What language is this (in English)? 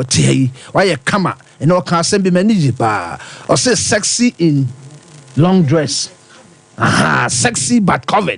Akan